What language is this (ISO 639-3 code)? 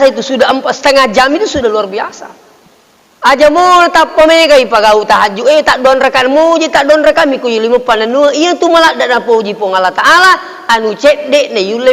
bug